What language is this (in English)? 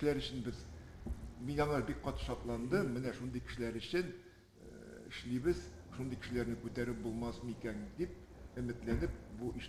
Tatar